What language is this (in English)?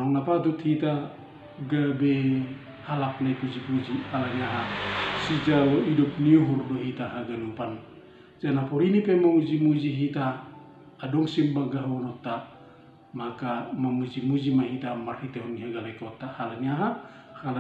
Batak Simalungun